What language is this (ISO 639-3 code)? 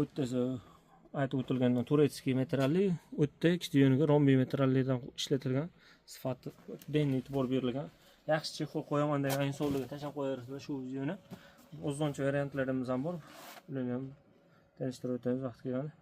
uzb